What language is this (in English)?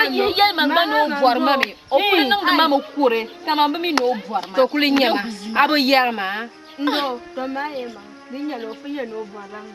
Dagbani